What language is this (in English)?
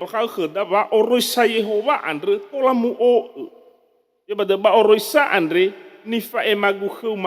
Nias